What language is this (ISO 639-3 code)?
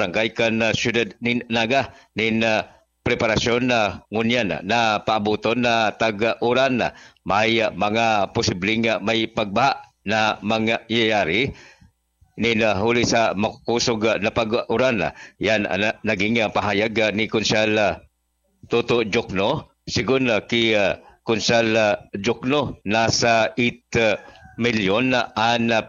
bik